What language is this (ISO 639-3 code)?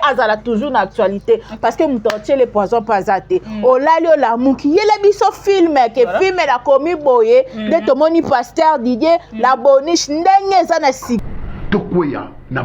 lin